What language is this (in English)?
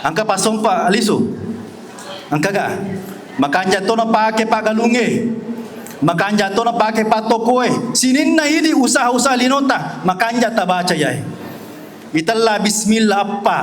Buginese